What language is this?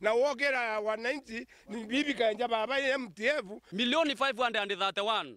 Meru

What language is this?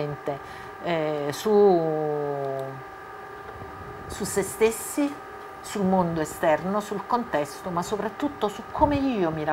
Italian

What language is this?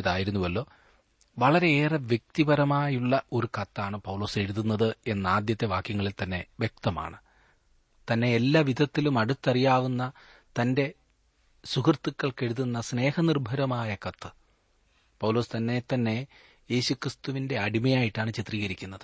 Malayalam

